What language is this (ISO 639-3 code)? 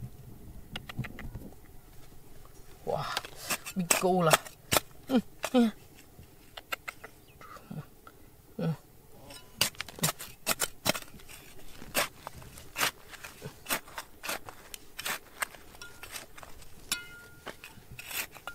msa